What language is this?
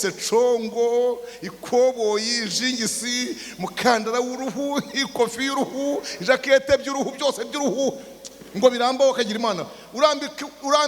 Kinyarwanda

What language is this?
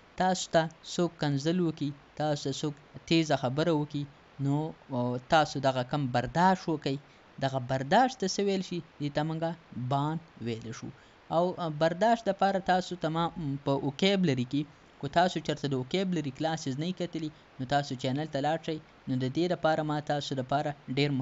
Pashto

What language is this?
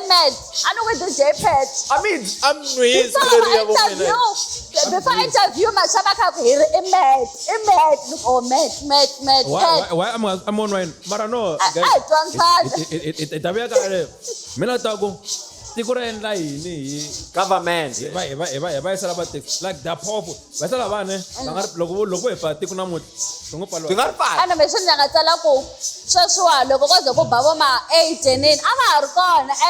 Tsonga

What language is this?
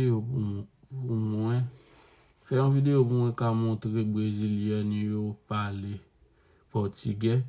Haitian Creole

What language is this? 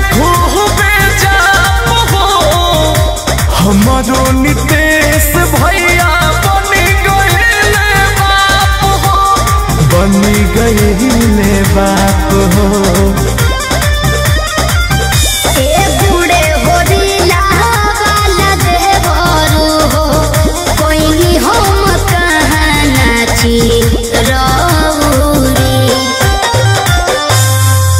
Bhojpuri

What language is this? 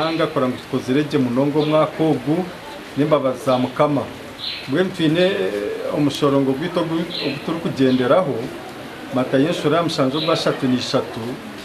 Nyankole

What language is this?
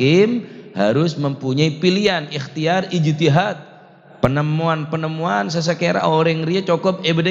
Madurese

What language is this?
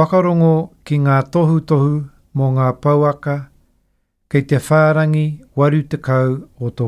Māori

